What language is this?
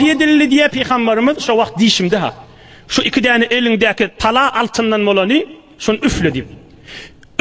Turkmen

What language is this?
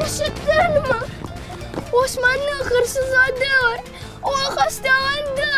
Crimean Tatar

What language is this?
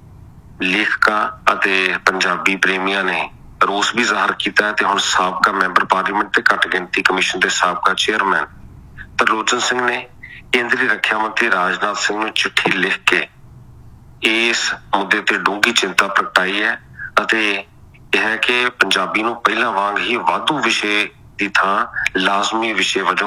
Punjabi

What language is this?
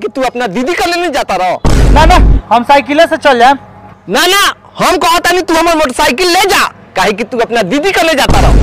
Bhojpuri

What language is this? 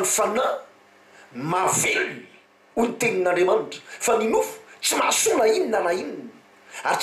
Malagasy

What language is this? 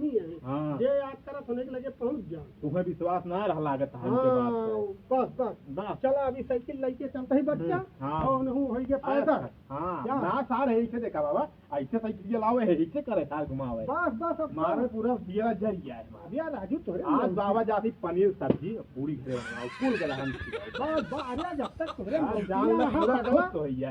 Awadhi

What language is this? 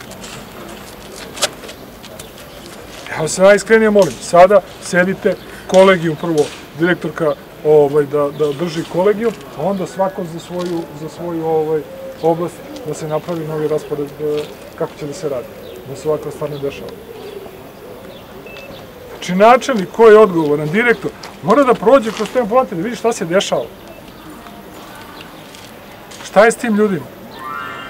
Serbian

